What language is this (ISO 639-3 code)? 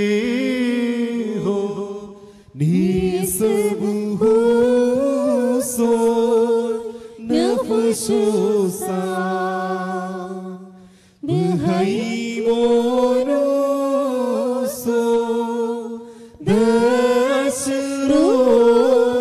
mal